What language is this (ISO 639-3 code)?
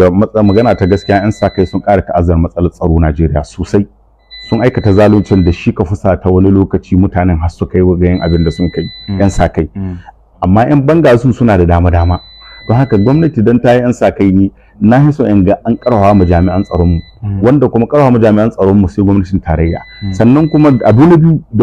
hau